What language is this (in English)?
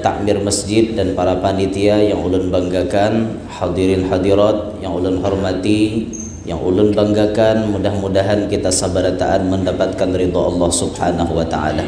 Banjar